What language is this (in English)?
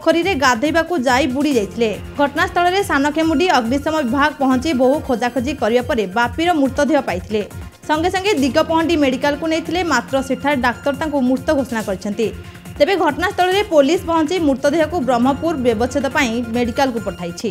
Odia